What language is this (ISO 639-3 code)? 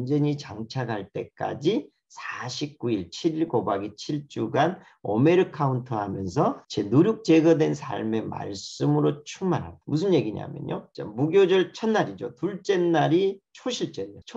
kor